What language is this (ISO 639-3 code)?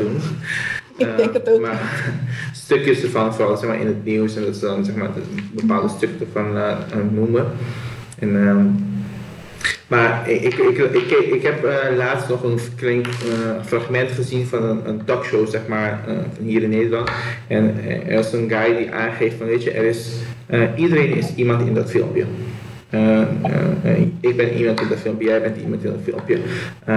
nld